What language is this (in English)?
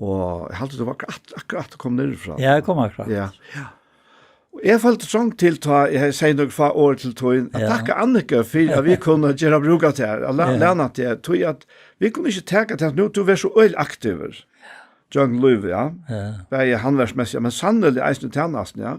Faroese